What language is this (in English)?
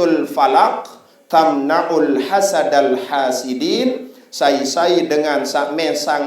Sasak